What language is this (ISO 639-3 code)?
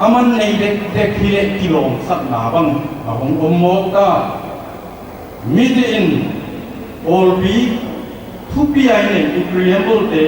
pck